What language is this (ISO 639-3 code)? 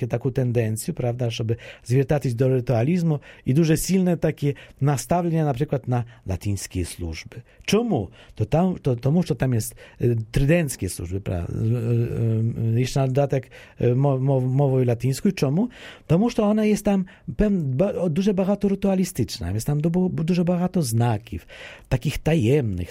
pol